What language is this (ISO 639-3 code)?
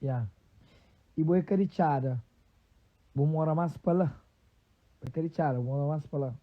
kea